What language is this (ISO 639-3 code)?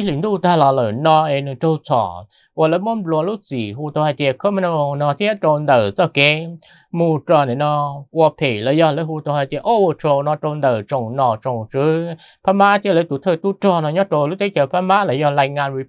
vie